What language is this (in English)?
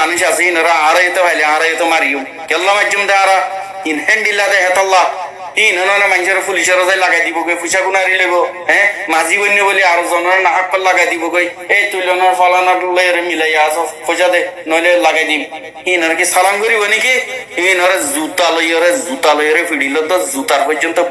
Rohingya